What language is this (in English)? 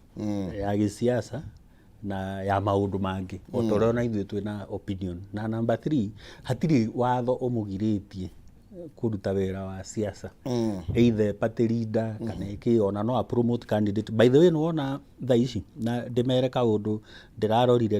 Kikuyu